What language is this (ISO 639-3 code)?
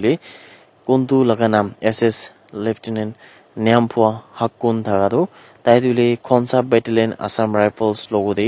nag